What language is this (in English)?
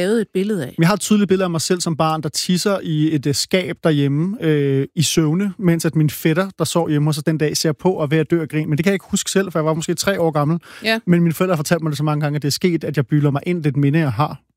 Danish